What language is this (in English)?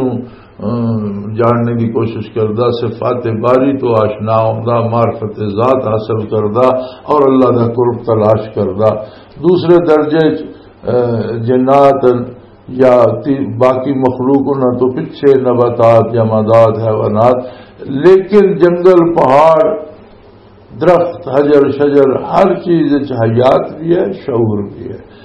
Western Panjabi